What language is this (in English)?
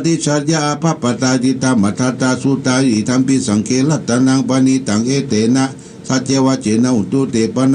Pali